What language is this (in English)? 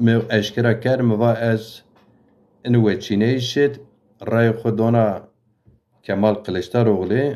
Zaza